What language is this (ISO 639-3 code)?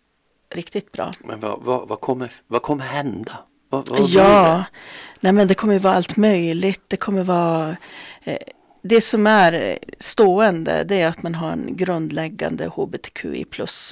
swe